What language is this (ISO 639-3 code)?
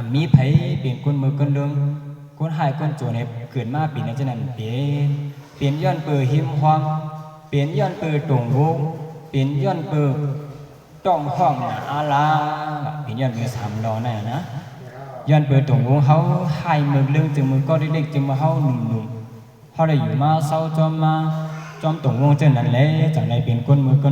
shn